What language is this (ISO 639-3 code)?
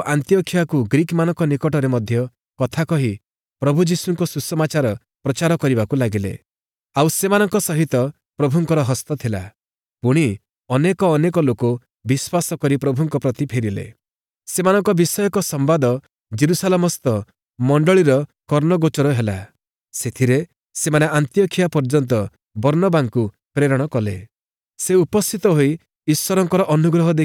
ori